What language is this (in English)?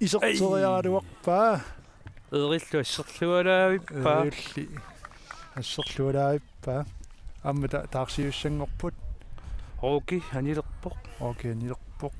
Kalaallisut